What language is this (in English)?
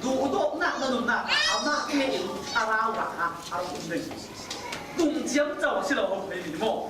Falam Chin